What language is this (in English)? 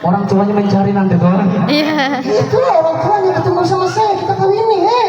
Banjar